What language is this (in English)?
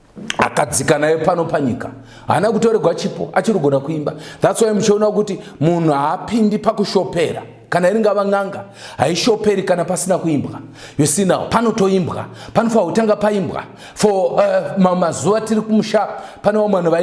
Shona